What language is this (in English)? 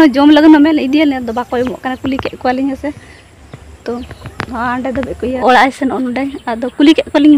Santali